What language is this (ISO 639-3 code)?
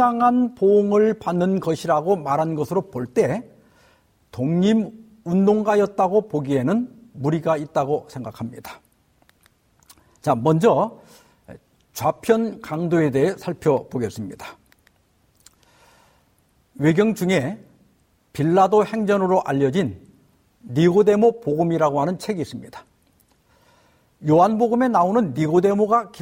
kor